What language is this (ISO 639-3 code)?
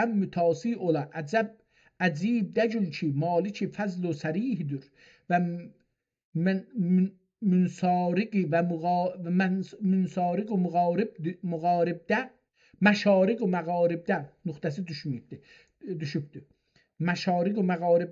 azb